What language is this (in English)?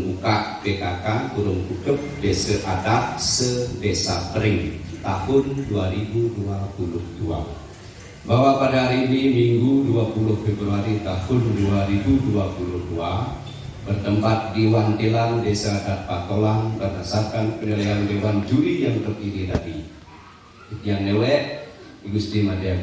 Balinese